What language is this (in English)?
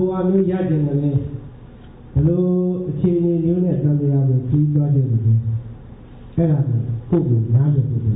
Burmese